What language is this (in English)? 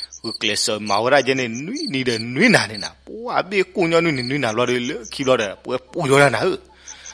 S'gaw Karen